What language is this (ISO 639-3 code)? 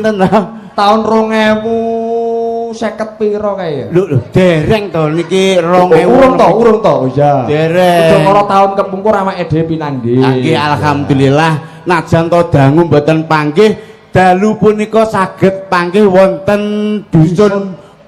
jav